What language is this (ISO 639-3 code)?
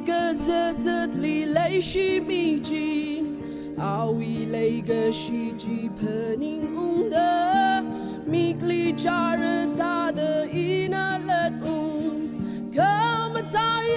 nmf